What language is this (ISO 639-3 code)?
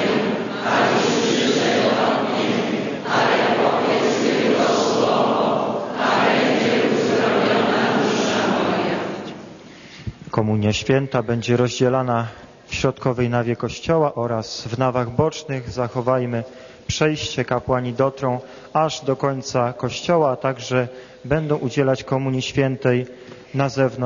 pol